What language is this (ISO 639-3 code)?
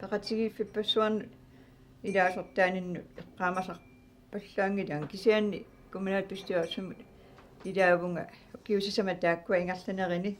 kal